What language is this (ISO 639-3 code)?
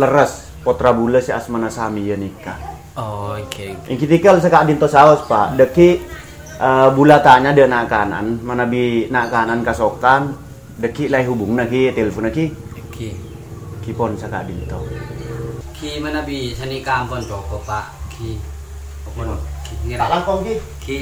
mad